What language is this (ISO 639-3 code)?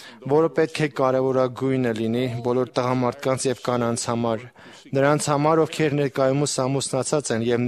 hye